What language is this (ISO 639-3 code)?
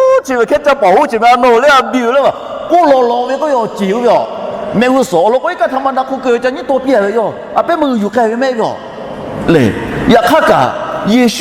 lhu